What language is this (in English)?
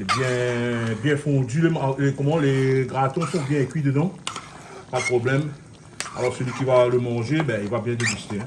Réunion Creole French